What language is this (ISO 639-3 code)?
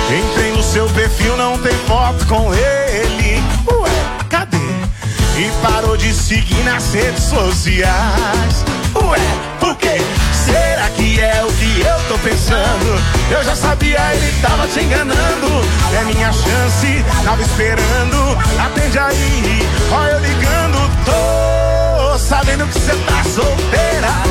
por